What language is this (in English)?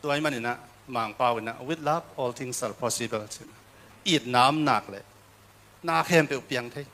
Tedim Chin